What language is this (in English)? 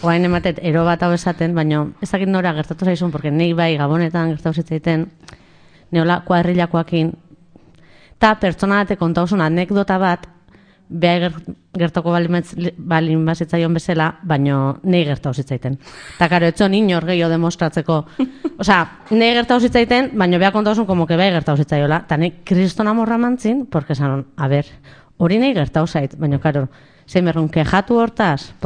Basque